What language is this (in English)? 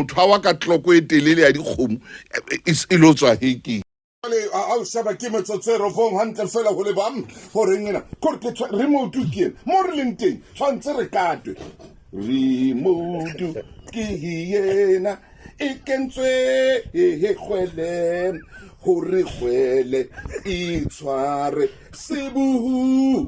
Southern Sotho